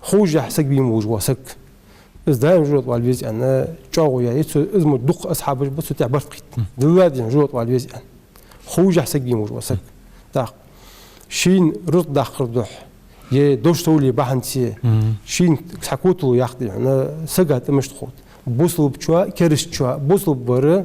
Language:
Ingush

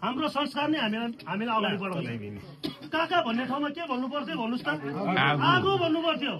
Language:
Nepali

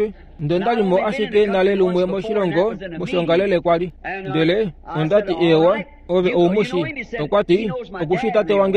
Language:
Kuanyama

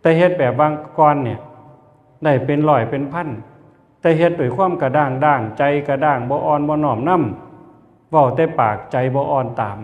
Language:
Northeastern Thai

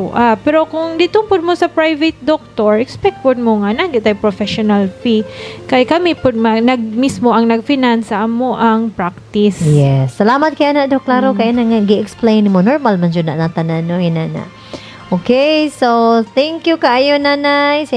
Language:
Cebuano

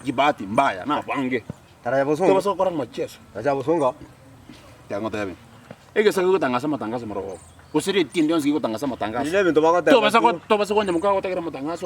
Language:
Gusii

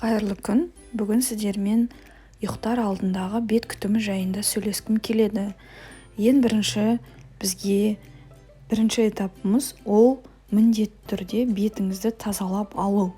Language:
Kazakh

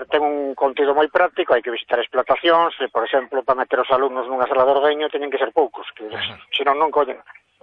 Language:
Galician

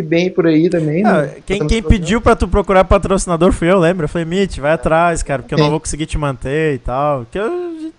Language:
Portuguese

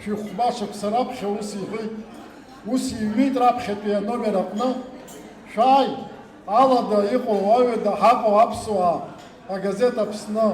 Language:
Abkhazian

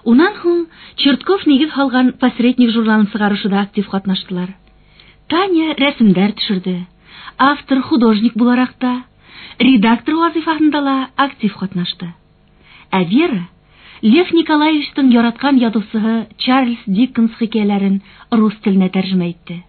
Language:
Bashkir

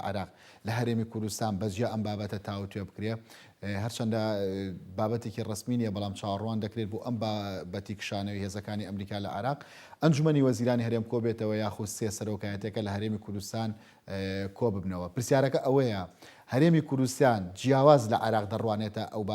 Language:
Central Kurdish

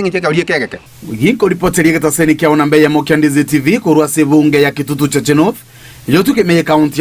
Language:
Gusii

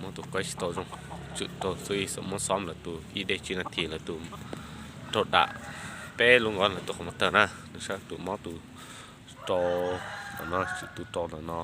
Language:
Hmong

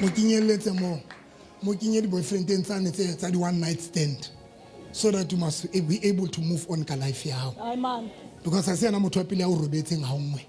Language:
Southern Sotho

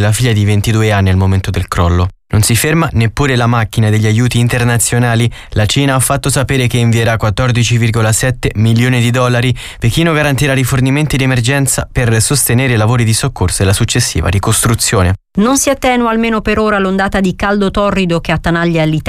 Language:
Italian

